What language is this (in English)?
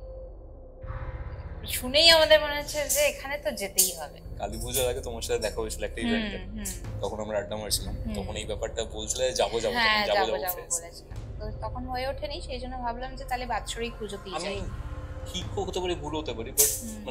Bangla